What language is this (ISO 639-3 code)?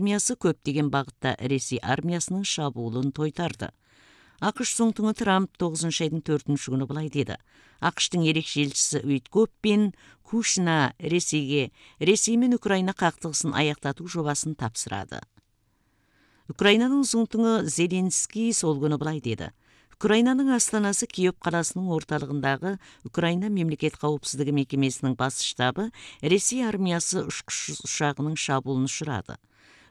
kaz